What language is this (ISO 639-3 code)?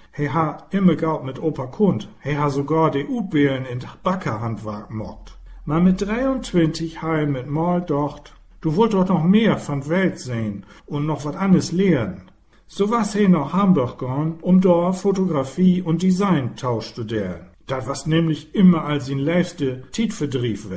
nds